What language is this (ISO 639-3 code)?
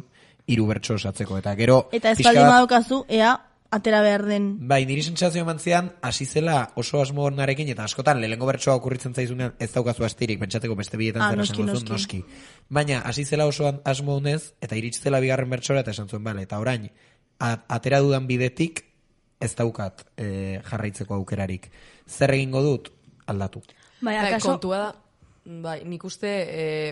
eus